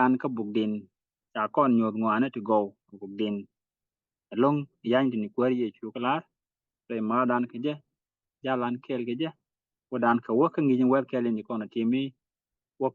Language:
Nuer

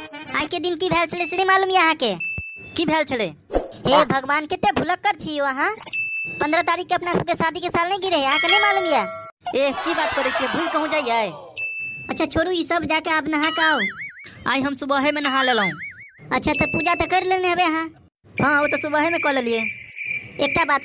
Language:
Maithili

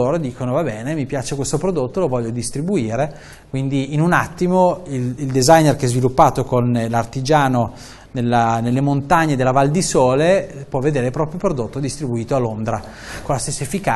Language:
Italian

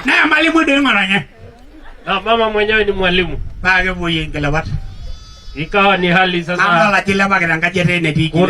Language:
Masai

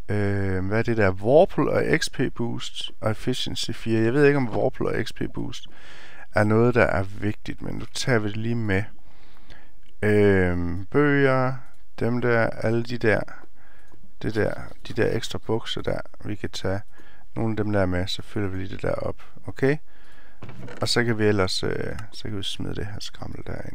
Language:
Danish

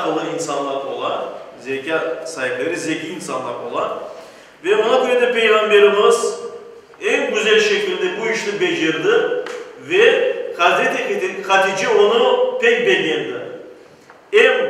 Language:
Crimean Tatar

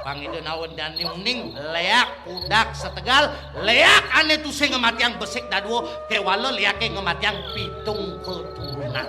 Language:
Balinese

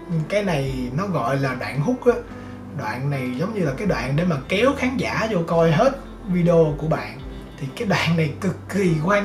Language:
Vietnamese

